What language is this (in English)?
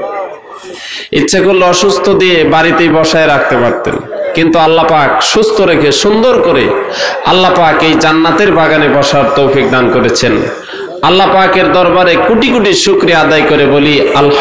Bangla